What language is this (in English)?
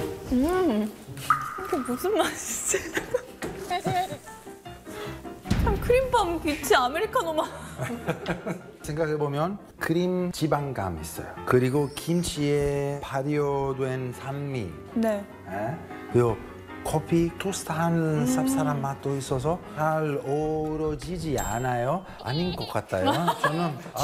Korean